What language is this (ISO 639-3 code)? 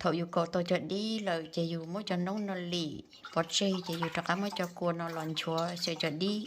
hmn